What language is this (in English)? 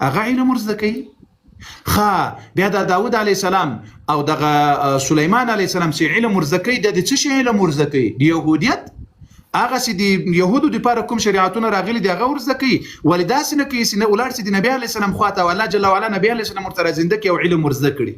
Pashto